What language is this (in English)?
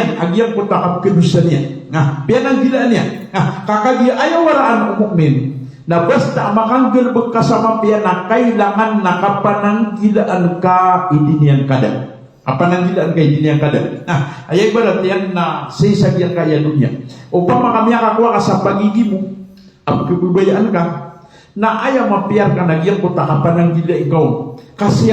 Maranao